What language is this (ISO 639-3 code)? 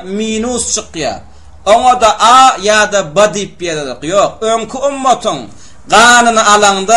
tuk